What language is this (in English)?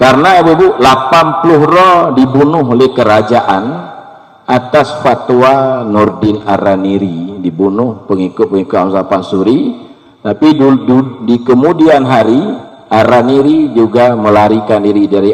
Achinese